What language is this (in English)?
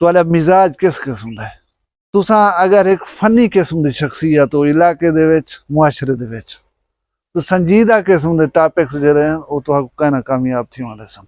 Saraiki